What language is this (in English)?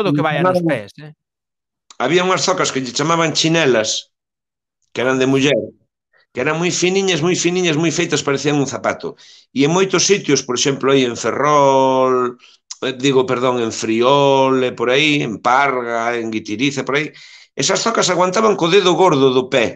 Galician